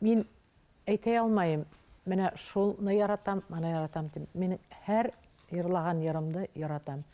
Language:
Bashkir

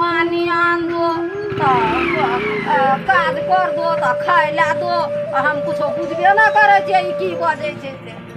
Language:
Maithili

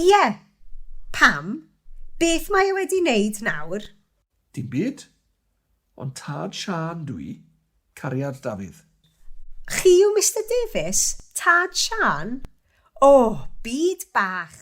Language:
Welsh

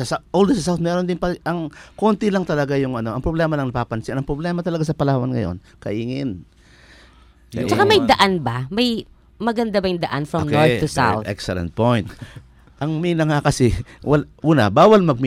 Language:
Filipino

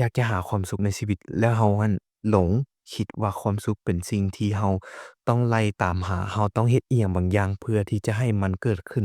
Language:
Lao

